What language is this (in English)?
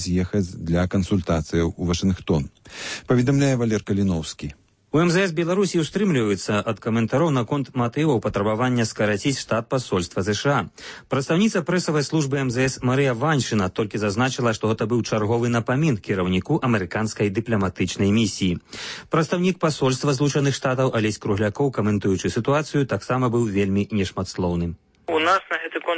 Belarusian